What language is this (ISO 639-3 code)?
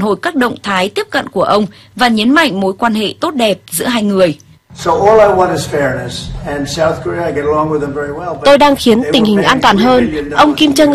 vie